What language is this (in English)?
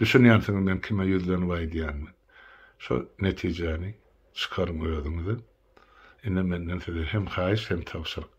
Turkmen